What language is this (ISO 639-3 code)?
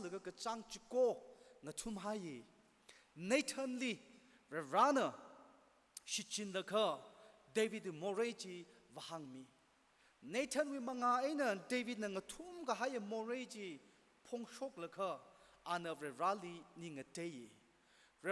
nmf